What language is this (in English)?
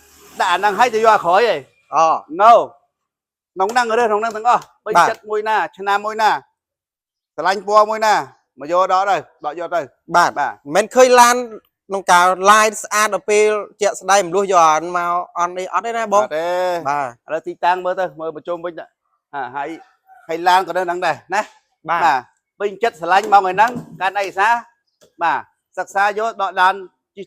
Khmer